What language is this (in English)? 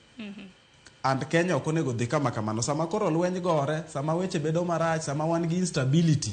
Luo (Kenya and Tanzania)